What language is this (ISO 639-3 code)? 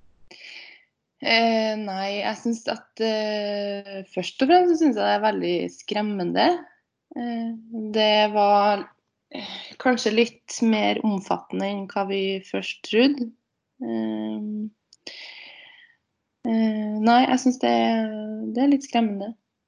nor